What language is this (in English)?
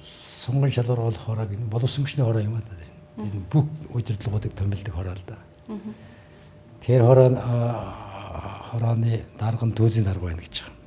Mongolian